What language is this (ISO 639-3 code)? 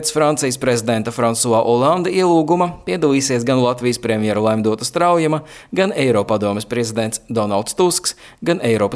lav